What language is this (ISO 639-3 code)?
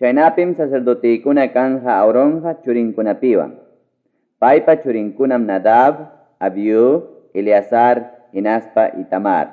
quy